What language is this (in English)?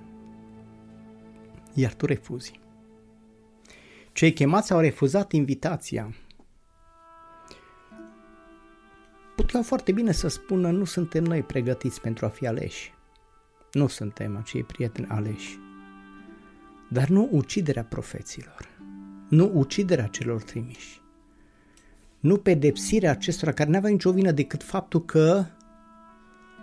Romanian